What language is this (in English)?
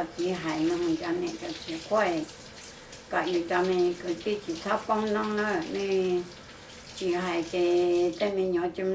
Hmong